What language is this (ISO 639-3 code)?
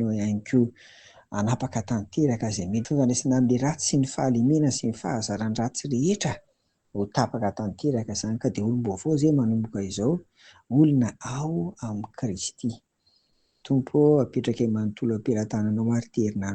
mlg